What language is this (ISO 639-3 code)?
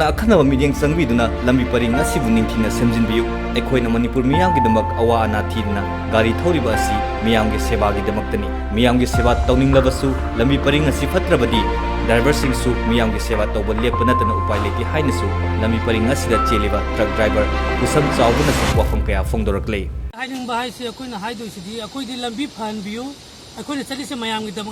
mni